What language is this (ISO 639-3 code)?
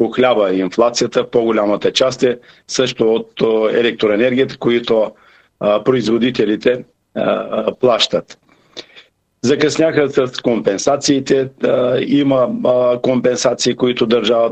bul